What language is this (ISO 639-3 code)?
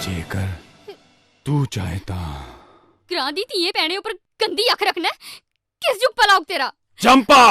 doi